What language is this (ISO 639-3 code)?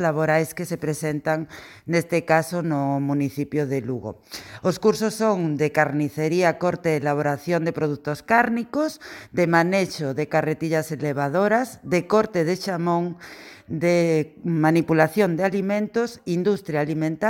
glg